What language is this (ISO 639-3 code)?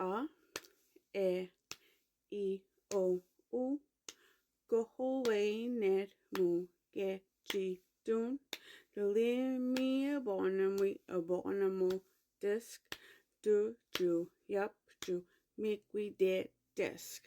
mic